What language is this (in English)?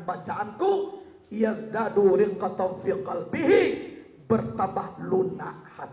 Minangkabau